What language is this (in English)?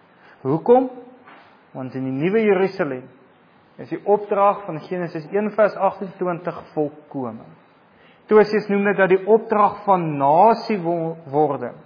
Afrikaans